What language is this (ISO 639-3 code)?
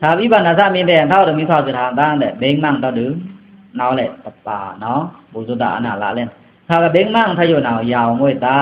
blk